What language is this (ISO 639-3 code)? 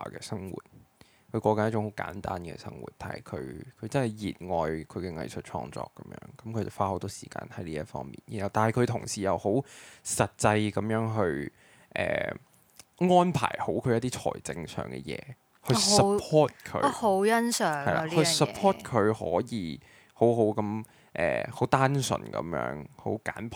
yue